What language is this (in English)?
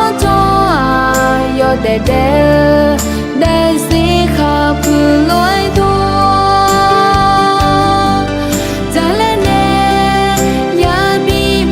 Akha